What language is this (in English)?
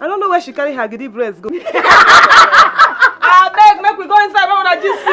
Nigerian Pidgin